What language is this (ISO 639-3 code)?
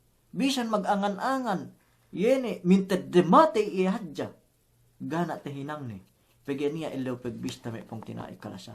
yka